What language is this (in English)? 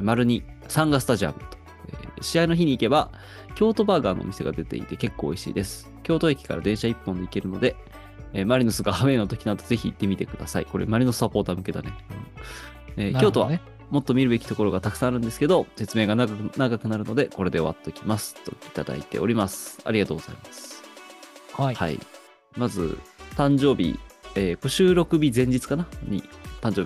Japanese